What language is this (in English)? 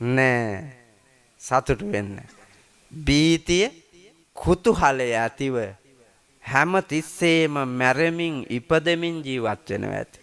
Sinhala